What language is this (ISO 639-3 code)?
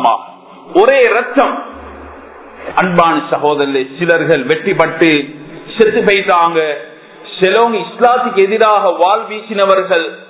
tam